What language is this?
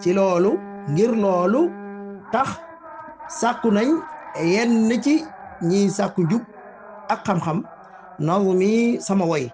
Wolof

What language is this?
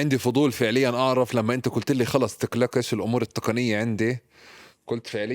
North Levantine Arabic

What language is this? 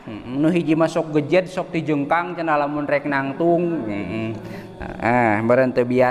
Sundanese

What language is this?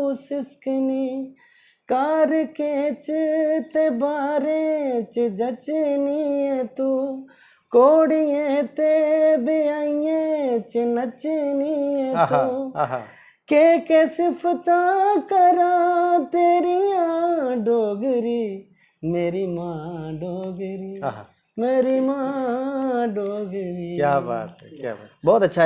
Dogri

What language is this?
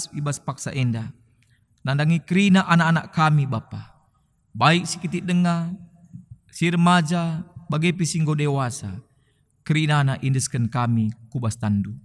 Batak Karo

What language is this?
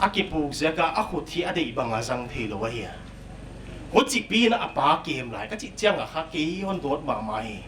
Paite Chin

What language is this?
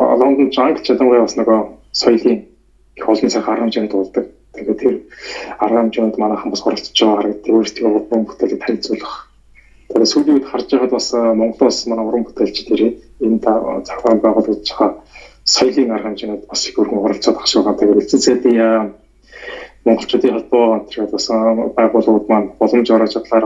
Mongolian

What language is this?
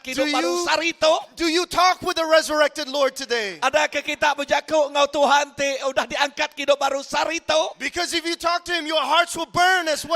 Iban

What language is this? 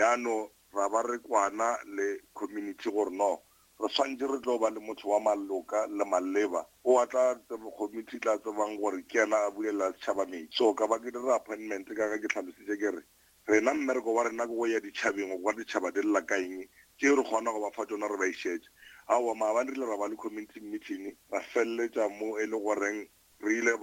Northern Sotho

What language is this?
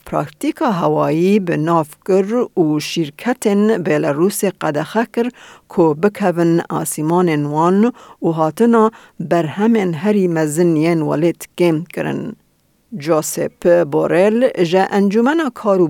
Kurdish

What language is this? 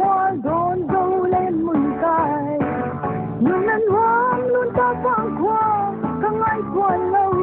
Paite Chin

